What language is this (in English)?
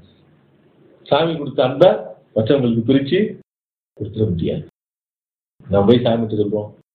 Tamil